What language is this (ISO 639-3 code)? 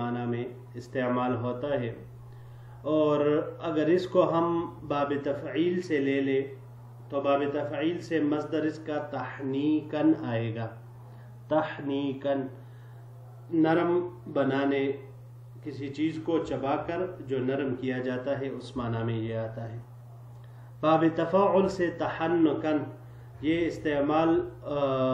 urd